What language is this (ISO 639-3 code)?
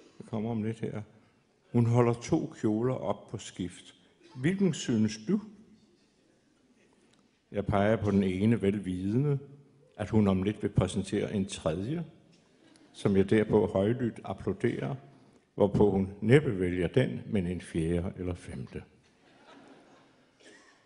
dan